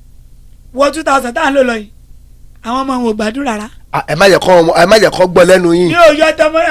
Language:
Yoruba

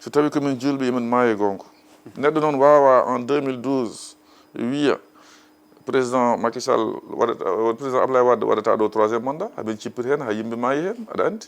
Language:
Fula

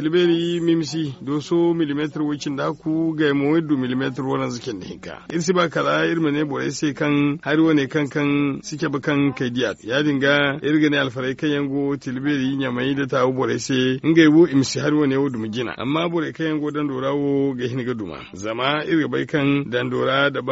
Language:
Zarma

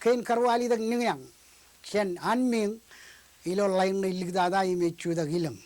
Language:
Marshallese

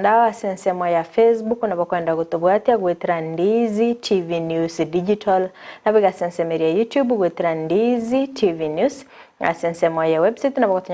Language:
Gusii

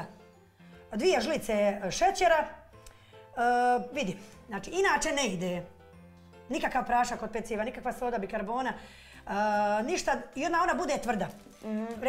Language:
Bosnian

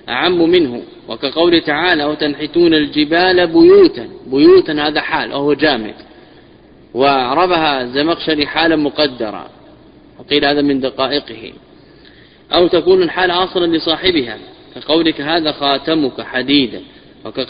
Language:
Arabic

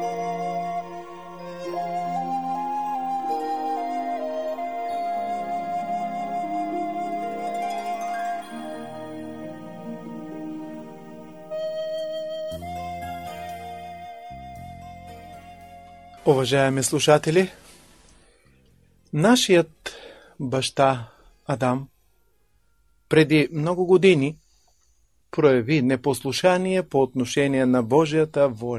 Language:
Bulgarian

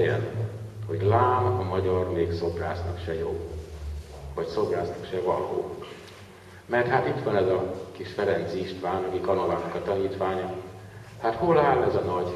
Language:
Hungarian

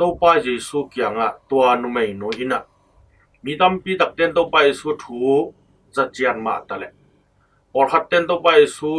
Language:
Tedim Chin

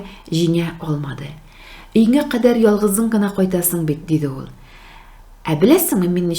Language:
Tatar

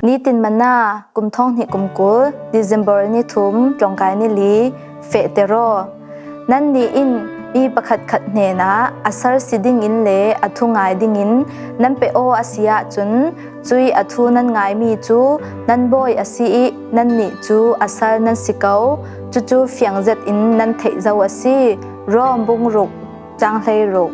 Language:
Falam Chin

